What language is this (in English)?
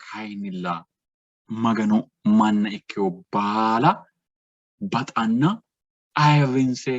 Sidamo